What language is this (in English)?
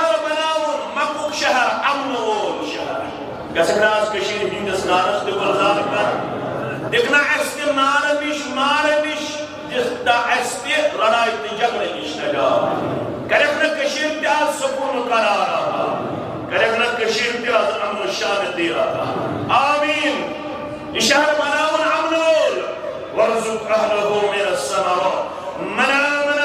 Kashmiri